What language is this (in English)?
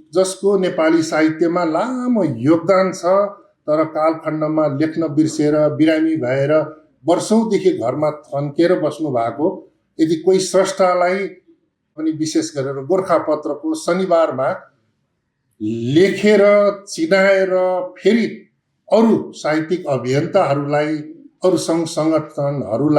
Nepali